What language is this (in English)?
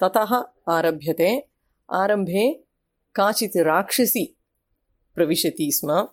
Sanskrit